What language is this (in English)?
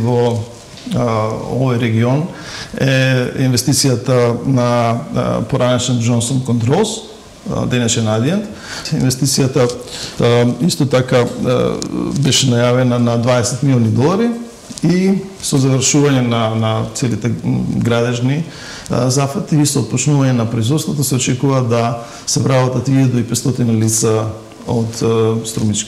Macedonian